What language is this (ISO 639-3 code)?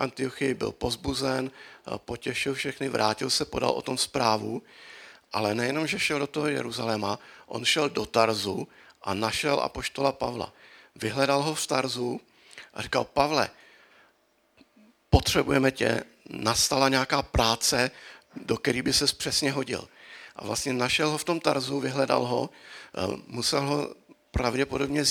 ces